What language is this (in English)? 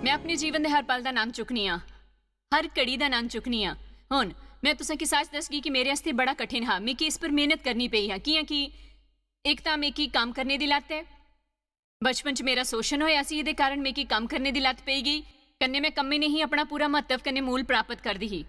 Dogri